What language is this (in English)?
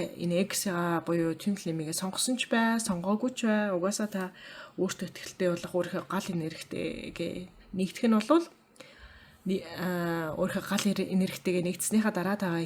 Mongolian